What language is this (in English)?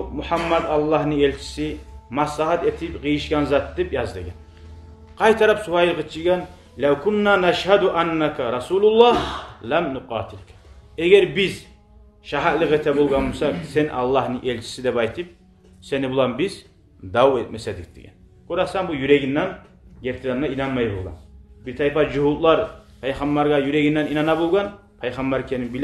Kumyk